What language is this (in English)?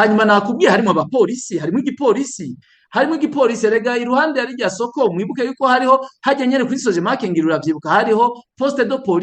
Rundi